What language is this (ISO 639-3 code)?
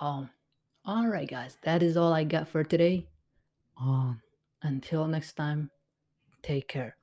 eng